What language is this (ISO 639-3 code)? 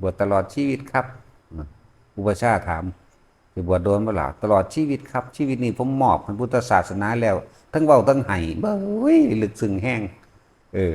tts